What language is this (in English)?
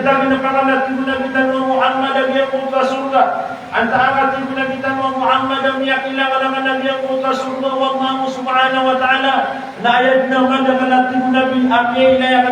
Maranao